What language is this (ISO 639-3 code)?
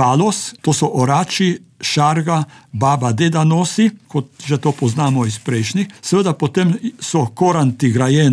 slv